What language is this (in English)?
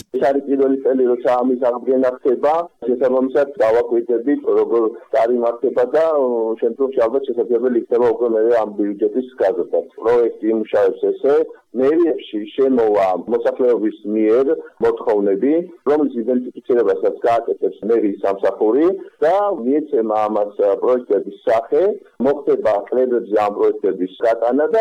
Georgian